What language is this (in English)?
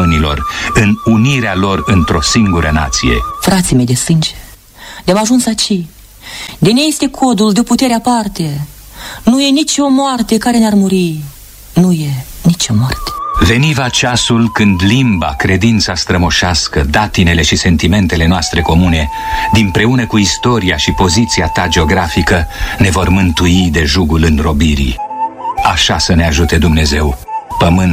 Romanian